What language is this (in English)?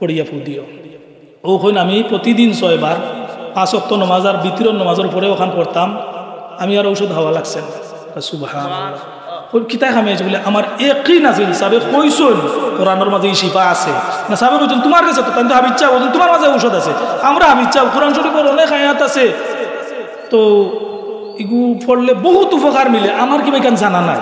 Sylheti